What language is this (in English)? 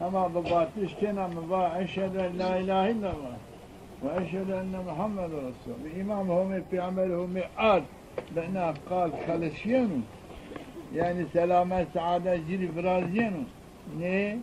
Zaza